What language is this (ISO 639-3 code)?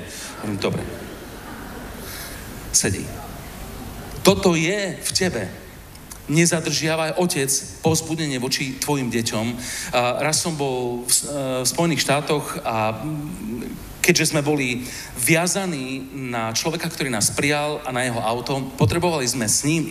slk